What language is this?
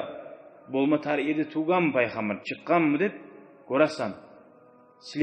Kumyk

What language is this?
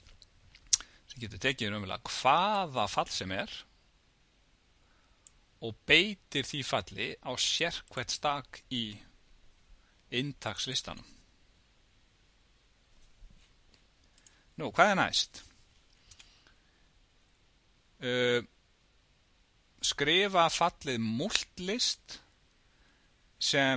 Icelandic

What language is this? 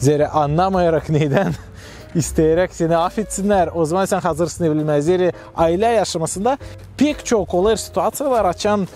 Gagauz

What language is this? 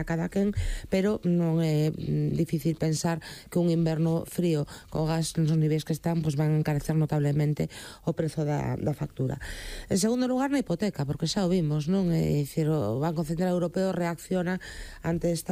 Galician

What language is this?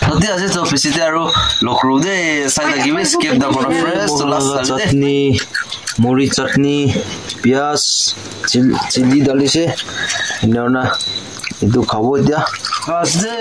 Naga Pidgin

